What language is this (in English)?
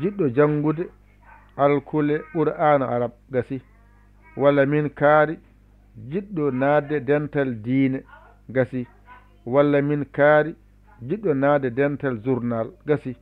Fula